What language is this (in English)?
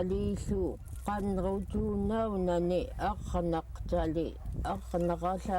Central Yupik